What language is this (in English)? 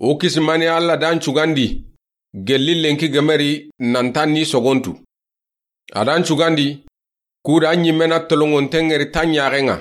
Soninke